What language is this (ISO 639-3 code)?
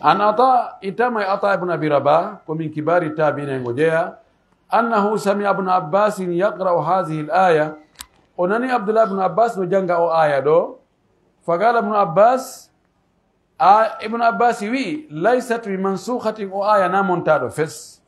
fuf